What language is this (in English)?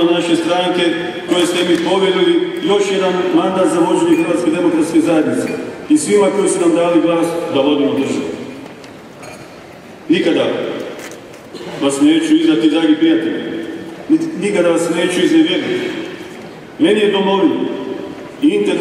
Croatian